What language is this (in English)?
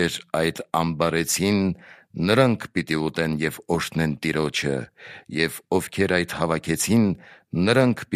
Armenian